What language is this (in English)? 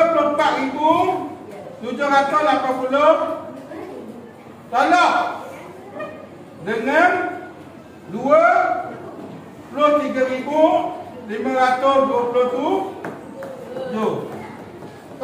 Malay